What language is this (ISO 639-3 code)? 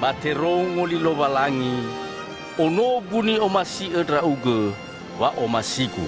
nia